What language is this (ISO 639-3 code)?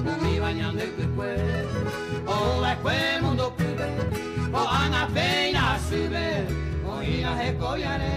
grn